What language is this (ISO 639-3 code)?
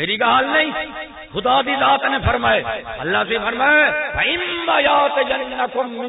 skr